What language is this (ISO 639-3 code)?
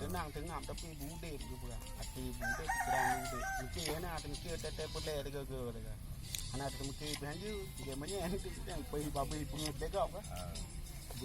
ace